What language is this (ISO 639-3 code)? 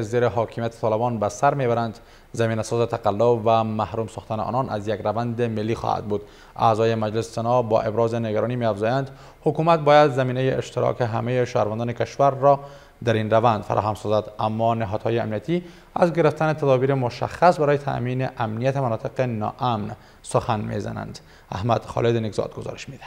fas